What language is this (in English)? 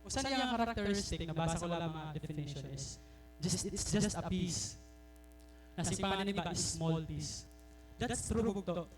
Waray